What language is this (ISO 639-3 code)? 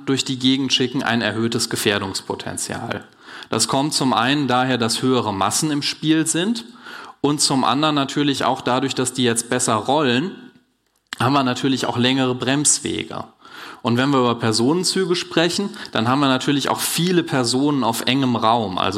deu